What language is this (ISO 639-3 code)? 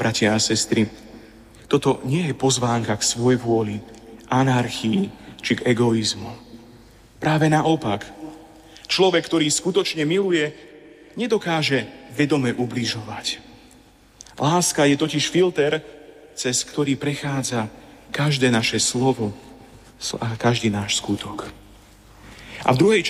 slk